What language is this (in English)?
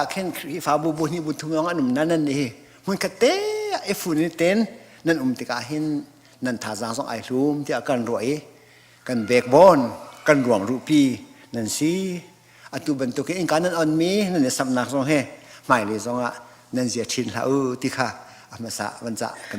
Hakha Chin